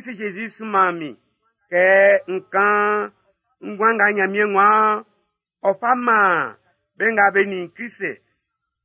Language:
Baoulé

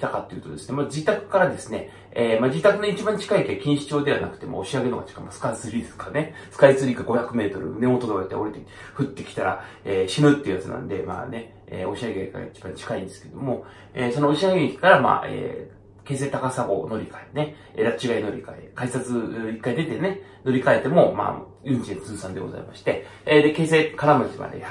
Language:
Japanese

